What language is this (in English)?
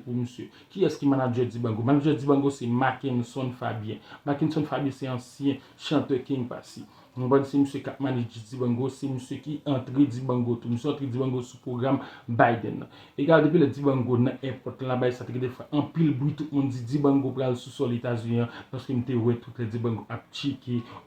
Haitian Creole